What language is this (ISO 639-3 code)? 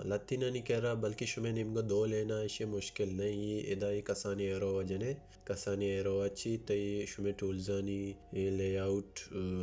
bal